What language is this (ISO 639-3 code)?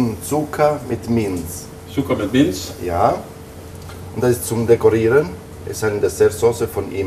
lim